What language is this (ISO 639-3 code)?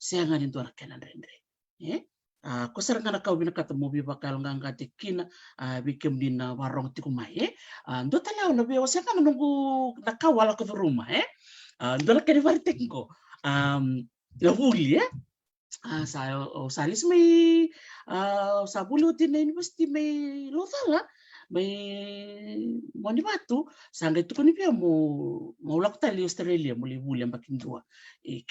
fij